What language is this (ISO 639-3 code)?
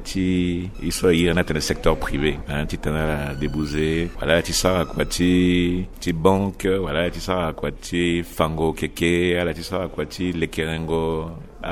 sag